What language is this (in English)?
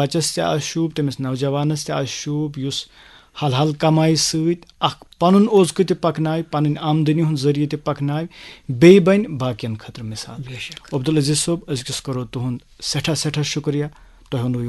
Kashmiri